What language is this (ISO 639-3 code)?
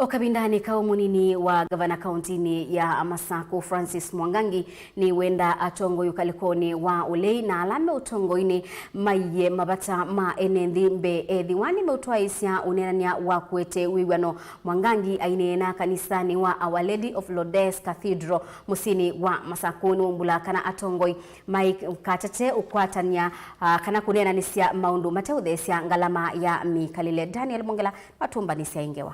kam